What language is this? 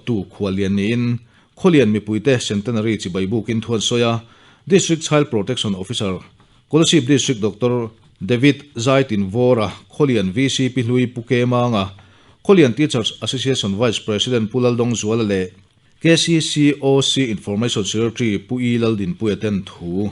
Mizo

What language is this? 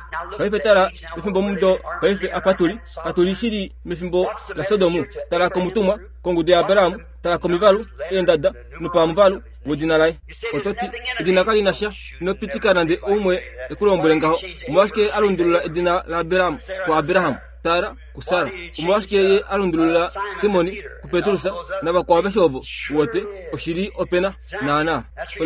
Kuanyama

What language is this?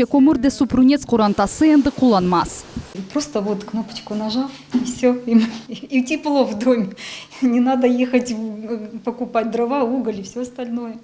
Crimean Tatar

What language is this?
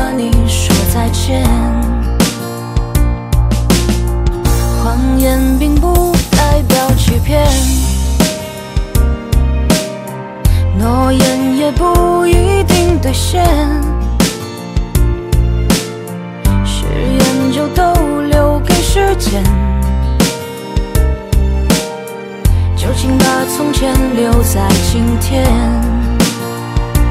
Chinese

